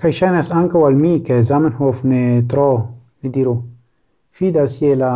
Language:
Esperanto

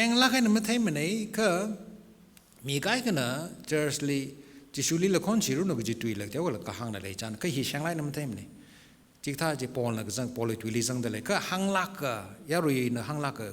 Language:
Tangkhul Naga (India)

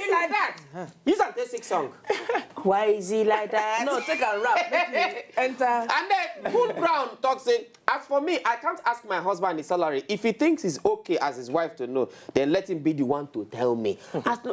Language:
Nigerian Pidgin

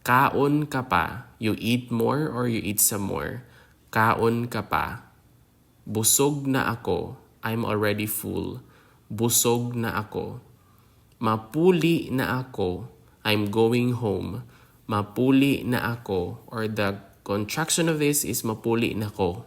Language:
Hiligaynon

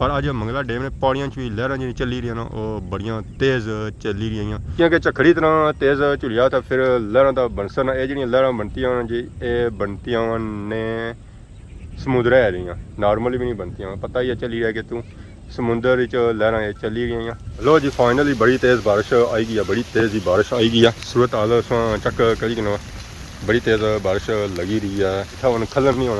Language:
Pahari-Potwari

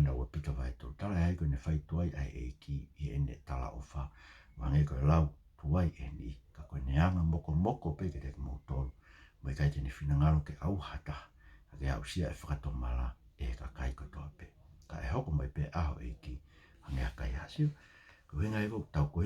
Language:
Tongan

